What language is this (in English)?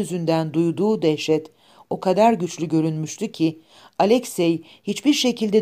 Turkish